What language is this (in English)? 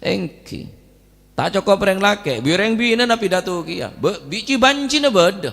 Madurese